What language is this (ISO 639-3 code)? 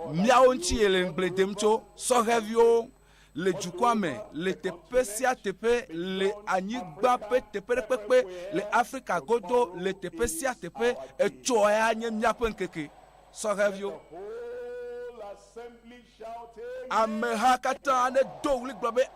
ewe